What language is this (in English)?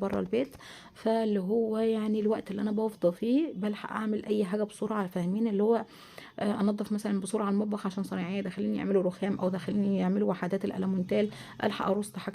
Egyptian Arabic